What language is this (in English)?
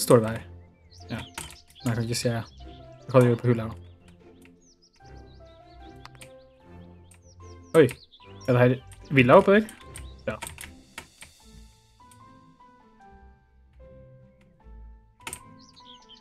Norwegian